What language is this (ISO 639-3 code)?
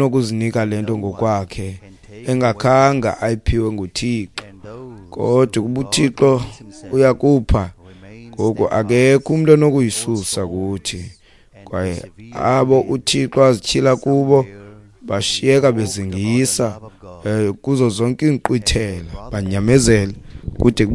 xho